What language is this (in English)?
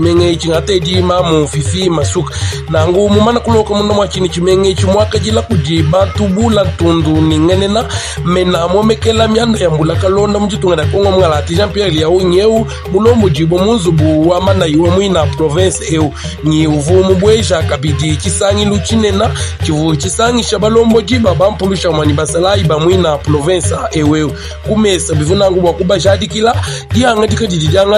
Luba-Lulua